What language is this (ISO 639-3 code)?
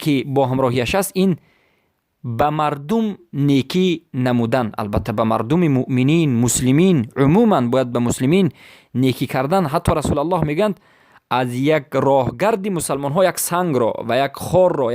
fas